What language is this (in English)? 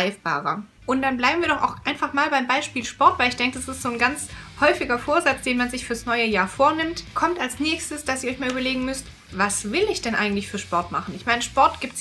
German